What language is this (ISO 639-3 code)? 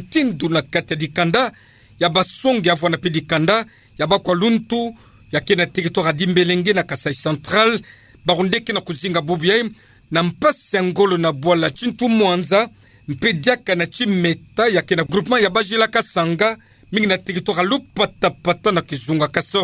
ktu